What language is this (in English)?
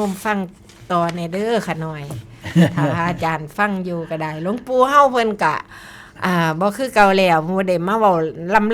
Northeastern Thai